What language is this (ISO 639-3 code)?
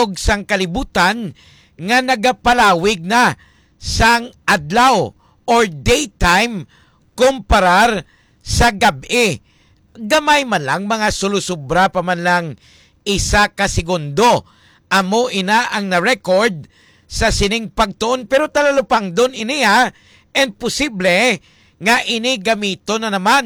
hil